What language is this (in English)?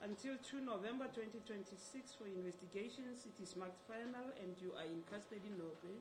Tsonga